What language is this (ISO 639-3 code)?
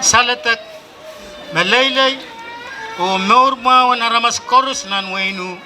pon